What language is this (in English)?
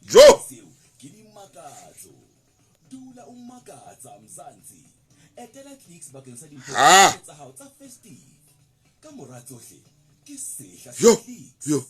Southern Sotho